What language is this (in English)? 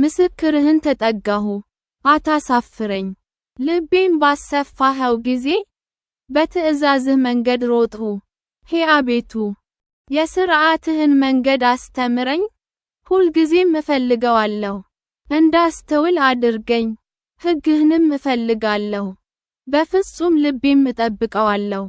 Amharic